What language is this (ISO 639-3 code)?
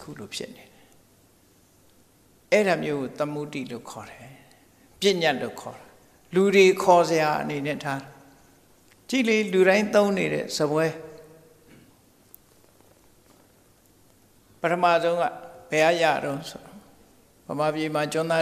mya